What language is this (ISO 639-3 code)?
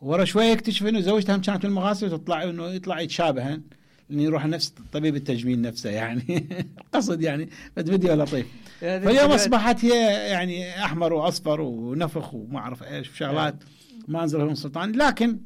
acm